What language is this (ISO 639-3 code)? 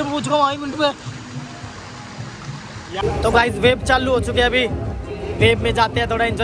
hin